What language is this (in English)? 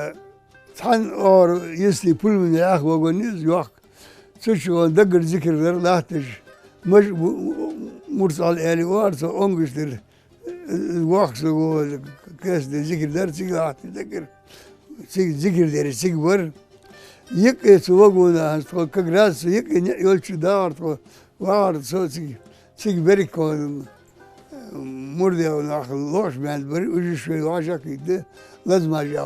Ingush